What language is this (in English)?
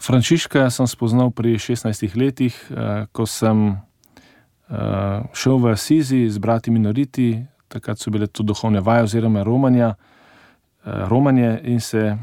Slovenian